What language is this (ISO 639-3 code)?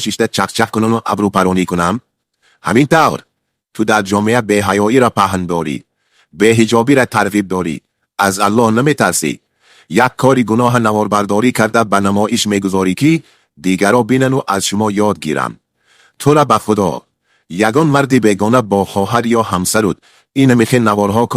tgk